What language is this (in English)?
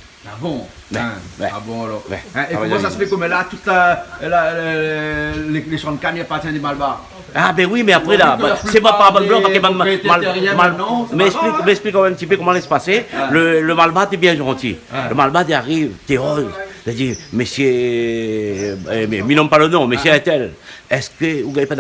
Réunion Creole French